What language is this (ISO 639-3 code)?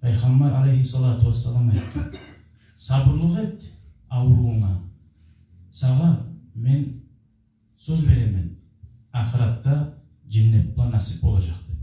kum